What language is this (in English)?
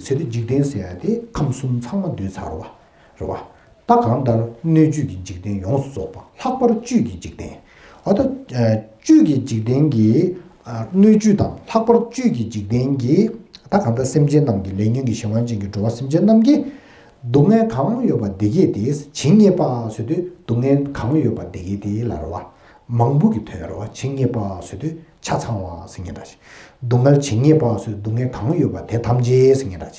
Tibetan